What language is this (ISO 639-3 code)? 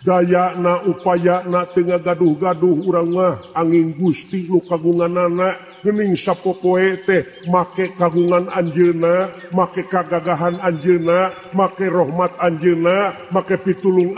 sun